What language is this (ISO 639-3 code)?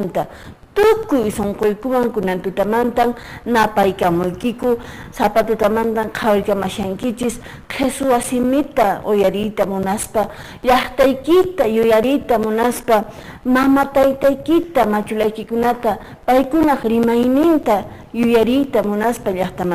que